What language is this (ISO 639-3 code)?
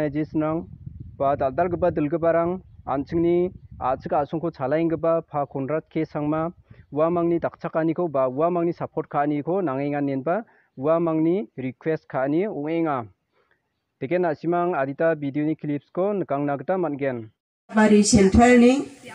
grt